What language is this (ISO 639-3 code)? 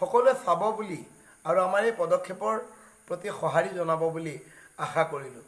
asm